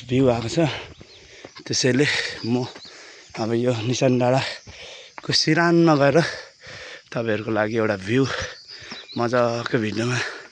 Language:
Nepali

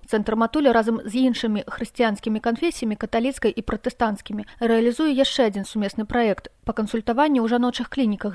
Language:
Belarusian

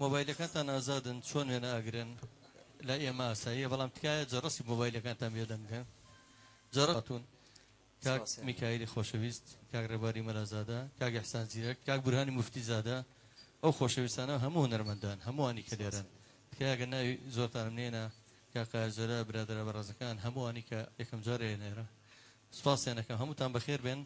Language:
Central Kurdish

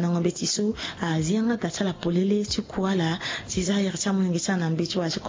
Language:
Sango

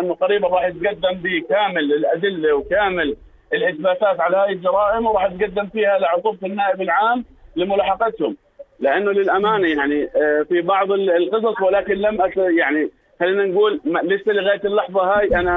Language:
North Levantine Arabic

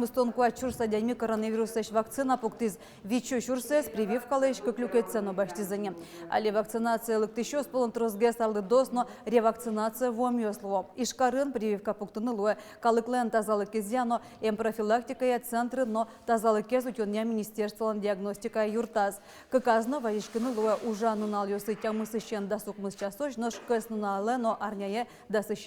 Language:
Udmurt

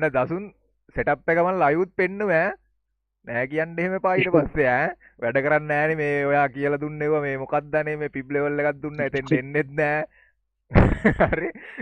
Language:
Sinhala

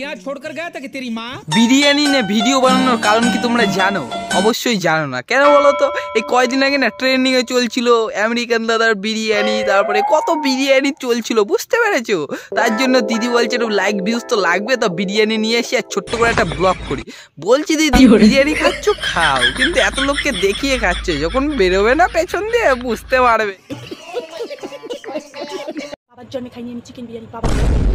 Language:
Bangla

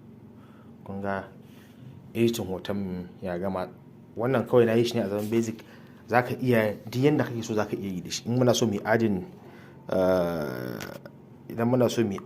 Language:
Hausa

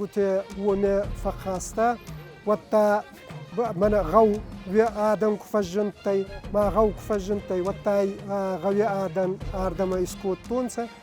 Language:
Ossetic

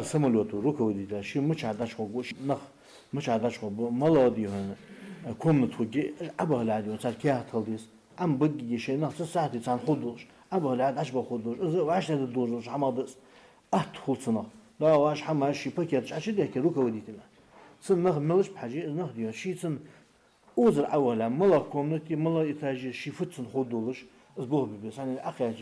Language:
Ingush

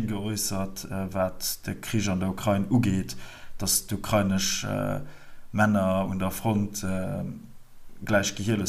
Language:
Luxembourgish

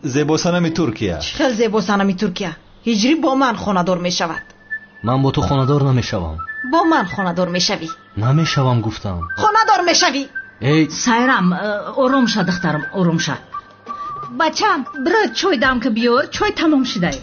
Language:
Tajik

